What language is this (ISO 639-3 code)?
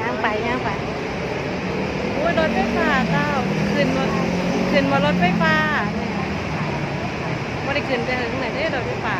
lao